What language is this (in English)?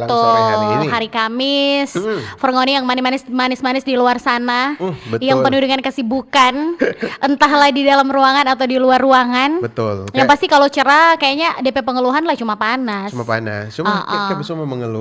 Manado Malay